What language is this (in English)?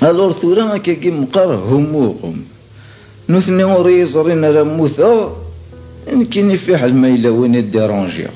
Kabyle